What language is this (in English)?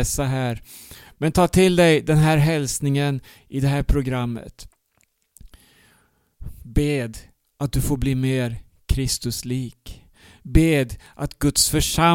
Swedish